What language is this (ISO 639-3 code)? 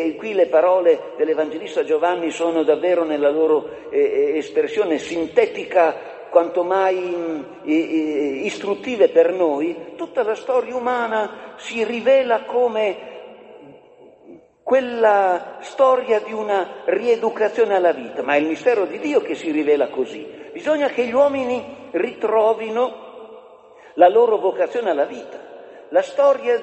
ita